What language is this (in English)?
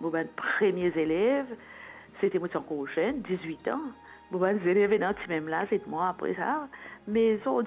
Morisyen